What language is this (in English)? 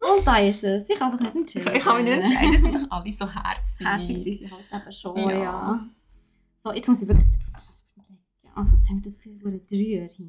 Swiss German